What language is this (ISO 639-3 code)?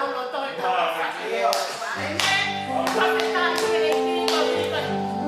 ton